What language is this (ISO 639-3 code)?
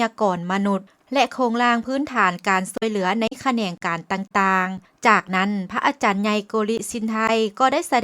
lao